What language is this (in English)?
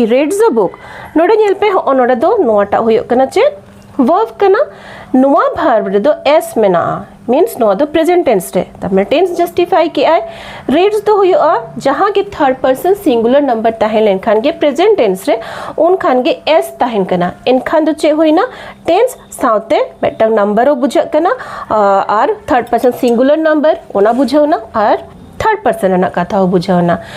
Santali